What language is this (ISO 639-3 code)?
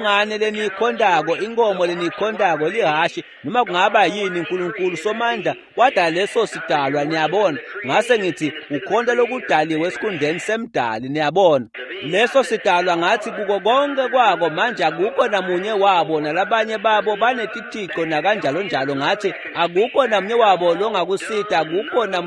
ssw